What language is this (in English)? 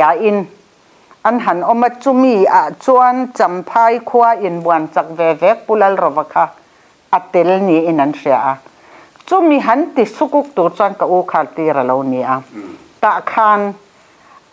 Mizo